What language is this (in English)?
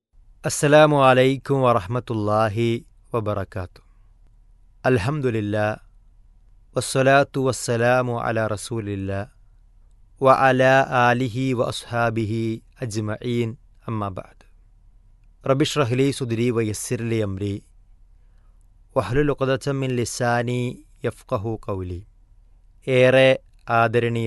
Malayalam